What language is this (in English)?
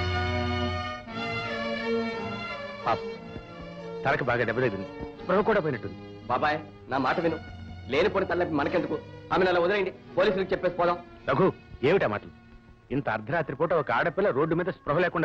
Telugu